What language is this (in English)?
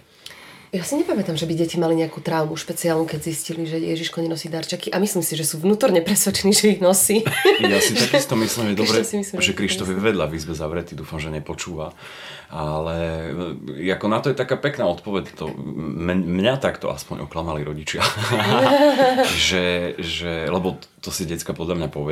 Slovak